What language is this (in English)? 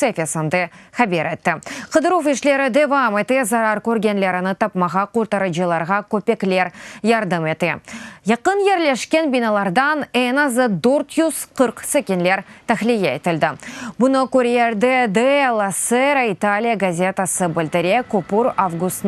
Crimean Tatar